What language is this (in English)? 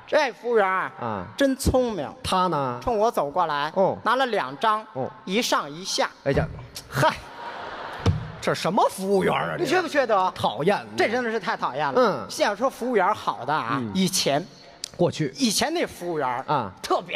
Chinese